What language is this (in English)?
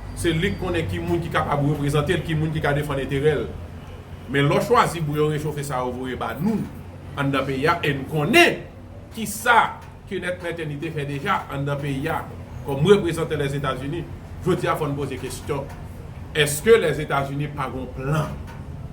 Haitian Creole